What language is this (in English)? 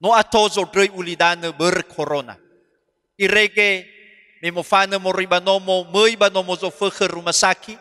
Nias